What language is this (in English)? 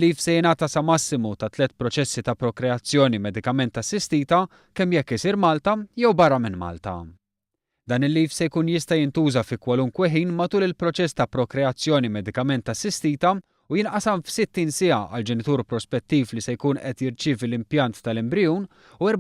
Maltese